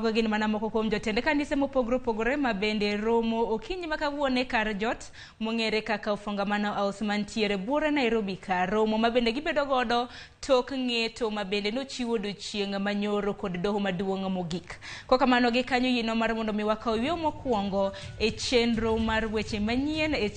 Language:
Luo (Kenya and Tanzania)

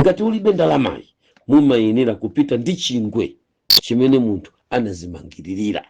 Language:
Nyanja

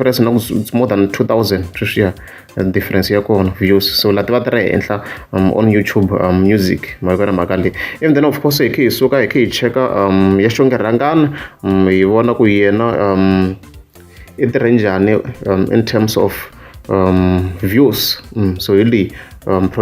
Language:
Tsonga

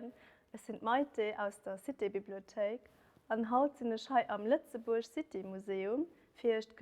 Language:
Luxembourgish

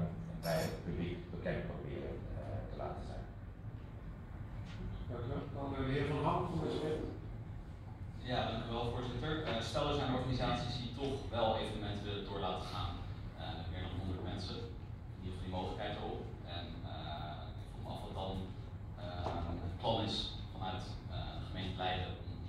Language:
Dutch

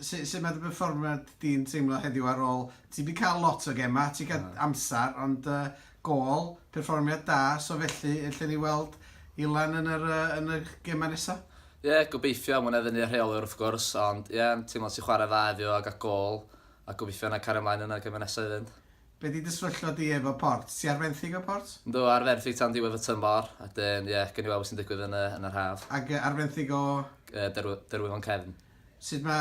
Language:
Welsh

